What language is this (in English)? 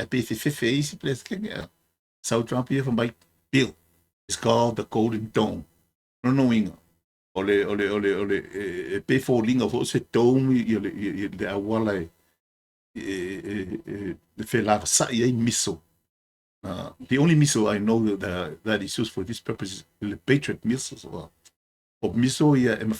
Samoan